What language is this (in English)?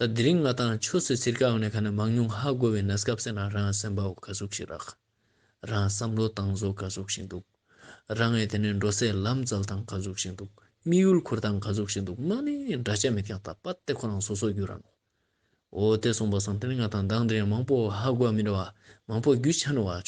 Ladakhi